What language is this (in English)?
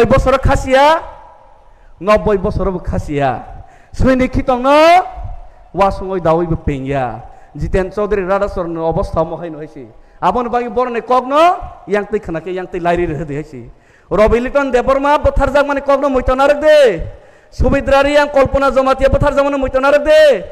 Kok Borok